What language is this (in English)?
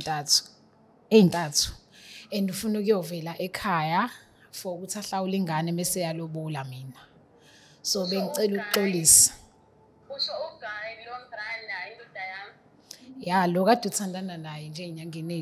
Zulu